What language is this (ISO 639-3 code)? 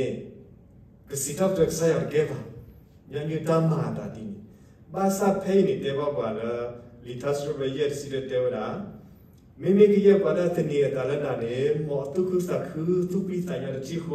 ksw